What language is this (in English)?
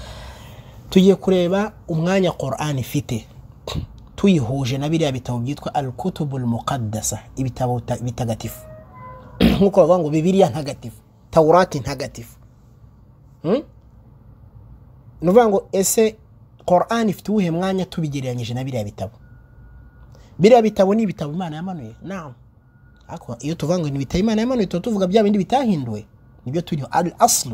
Kinyarwanda